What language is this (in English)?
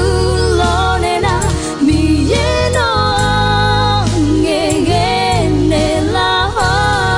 Akha